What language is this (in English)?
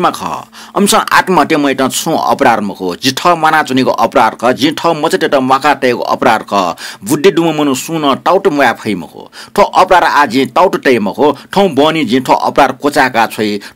Newari